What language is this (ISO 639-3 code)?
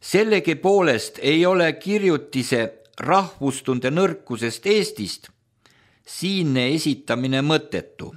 est